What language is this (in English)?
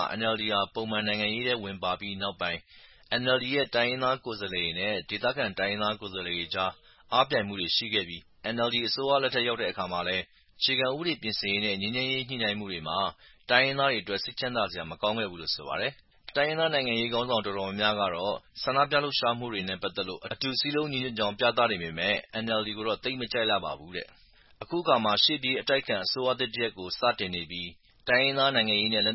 Burmese